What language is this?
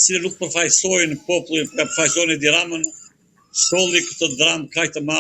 Albanian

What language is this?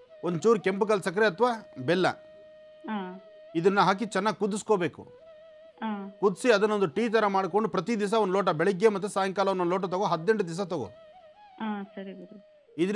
Kannada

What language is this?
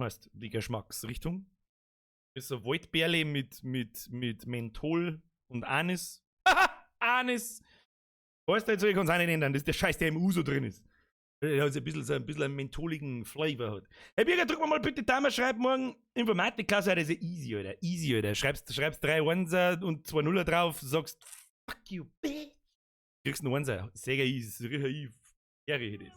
Bavarian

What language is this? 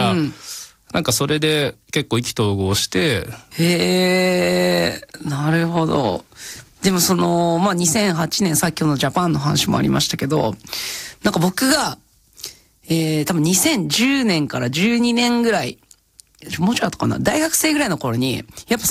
Japanese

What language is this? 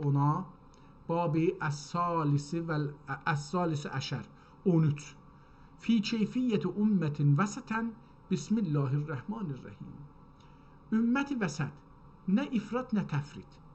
South Azerbaijani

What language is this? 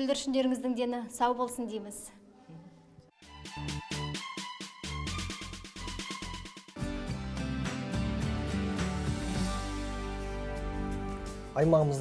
Kazakh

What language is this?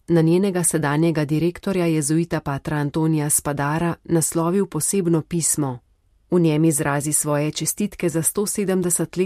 Slovenian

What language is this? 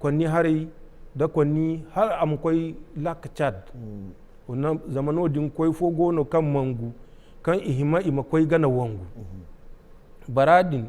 Zarma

